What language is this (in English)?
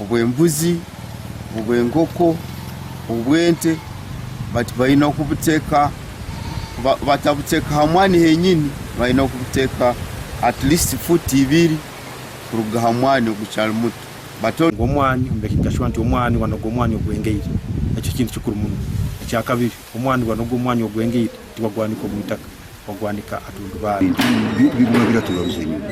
Nyankole